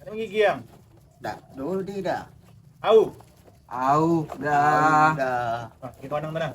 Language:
Minangkabau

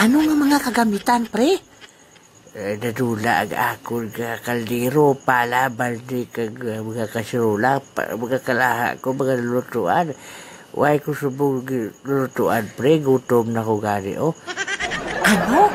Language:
Hiligaynon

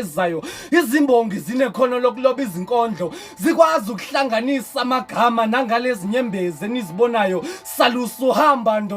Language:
Zulu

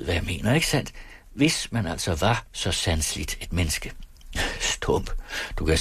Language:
Danish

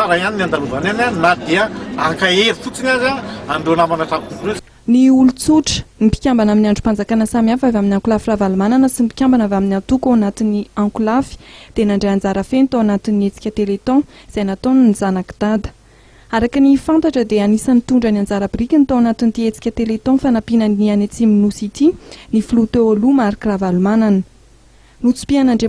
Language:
Malagasy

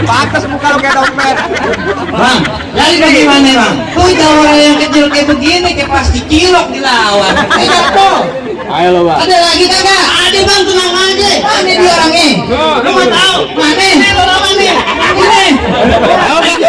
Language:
Betawi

